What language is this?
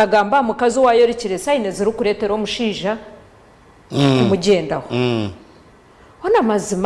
Nyankole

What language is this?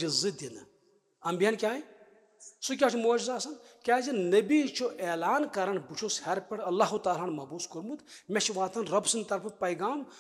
Kashmiri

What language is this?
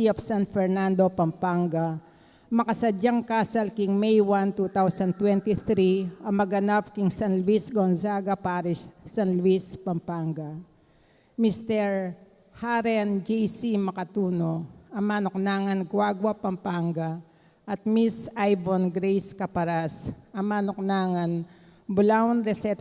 Pampanga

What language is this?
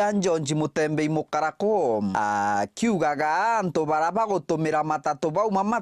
Meru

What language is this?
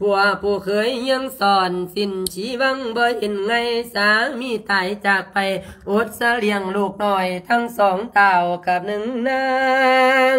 Lao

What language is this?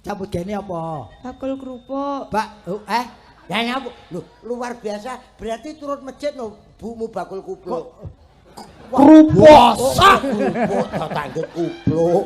Javanese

